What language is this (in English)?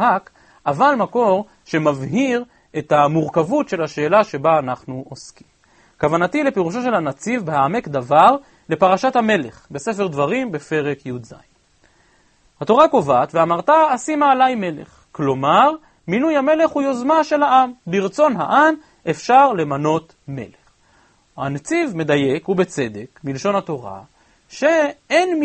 Hebrew